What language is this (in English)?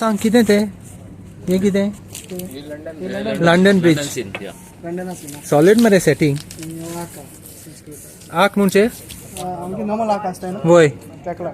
Konkani